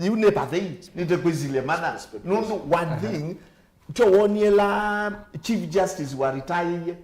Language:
Kamba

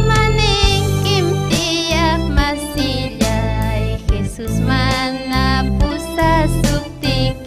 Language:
Ayacucho Quechua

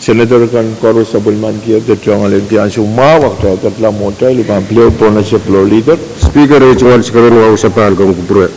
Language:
Pohnpeian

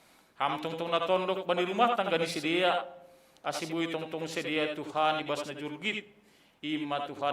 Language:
Batak Simalungun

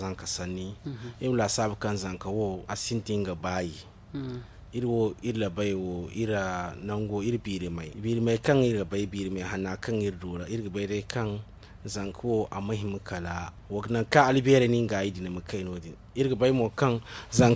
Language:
Zarma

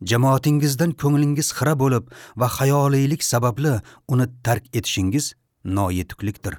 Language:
Uzbek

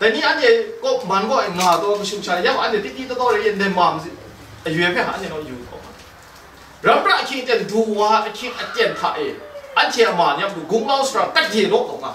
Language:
Kachin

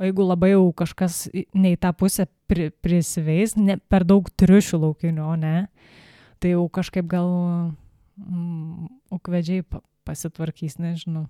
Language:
Lithuanian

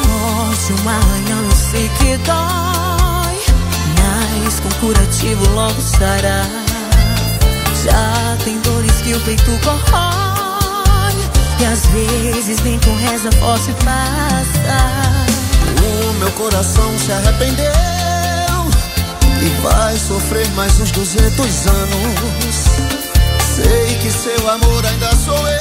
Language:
Portuguese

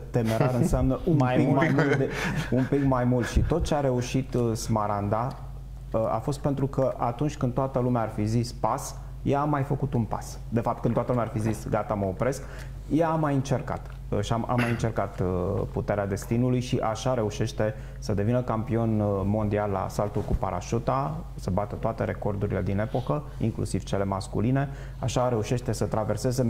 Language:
Romanian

